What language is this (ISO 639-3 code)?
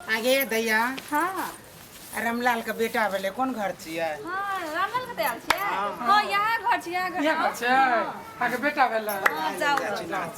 mai